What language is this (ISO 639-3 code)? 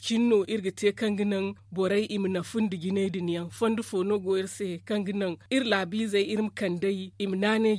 dje